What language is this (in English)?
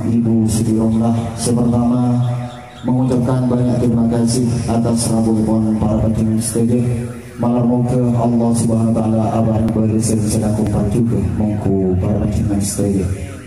Madurese